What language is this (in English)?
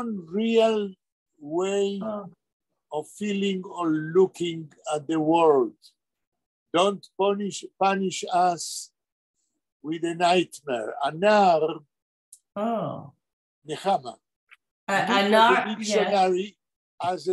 Yiddish